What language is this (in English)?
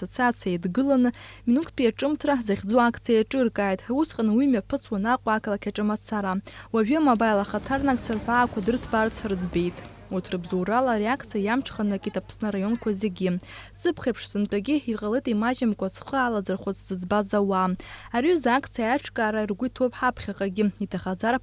Abkhazian